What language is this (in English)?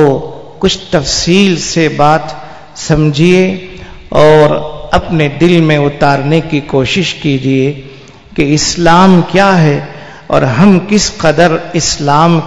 Urdu